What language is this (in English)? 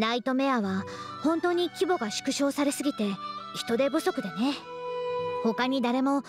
Japanese